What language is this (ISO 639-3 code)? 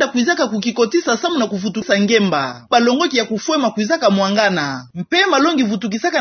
ktu